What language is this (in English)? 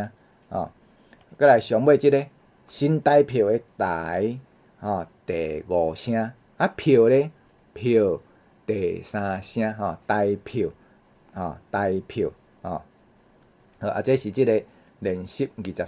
Min Nan Chinese